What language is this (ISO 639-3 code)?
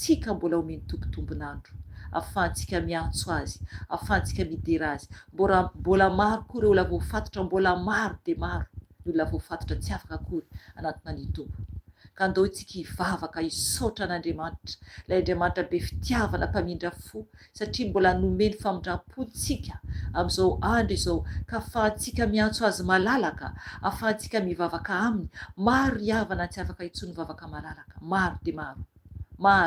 mlg